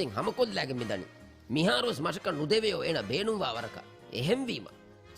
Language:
Divehi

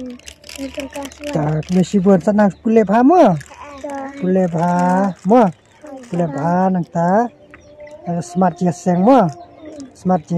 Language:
Khasi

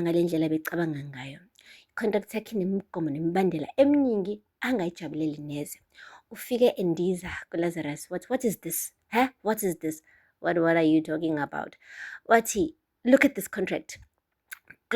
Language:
Zulu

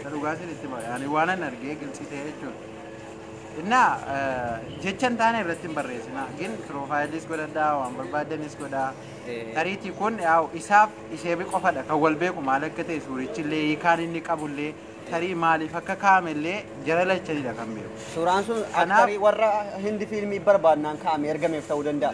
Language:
Oromo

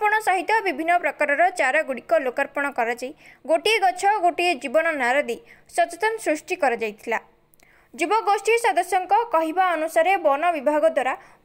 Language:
Odia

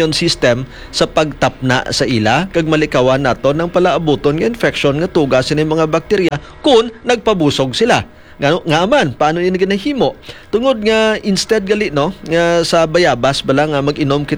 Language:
Hiligaynon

